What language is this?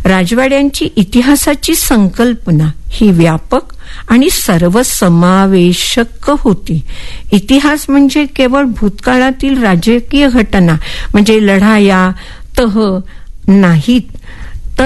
Marathi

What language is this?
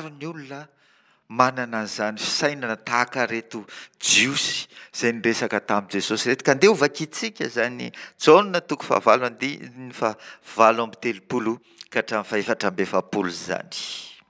Malagasy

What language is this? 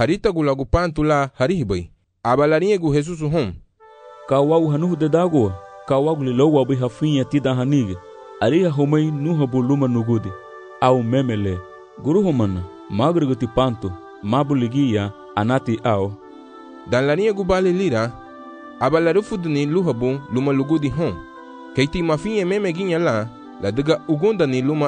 Garifuna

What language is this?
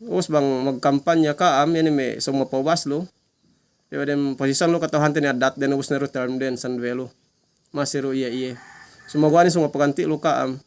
Yakan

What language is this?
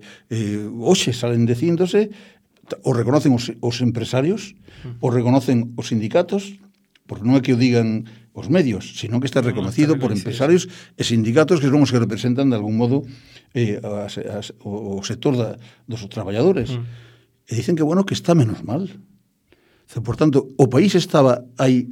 Galician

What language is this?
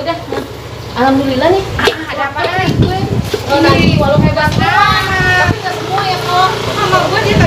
Betawi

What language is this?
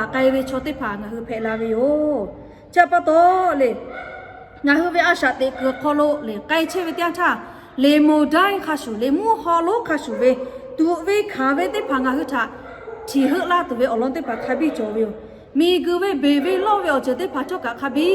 Lahu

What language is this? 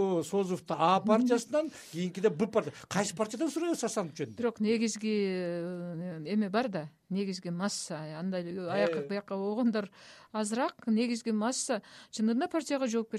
Kyrgyz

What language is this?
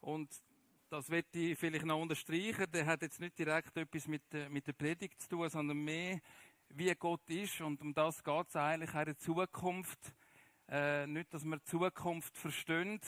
Swiss German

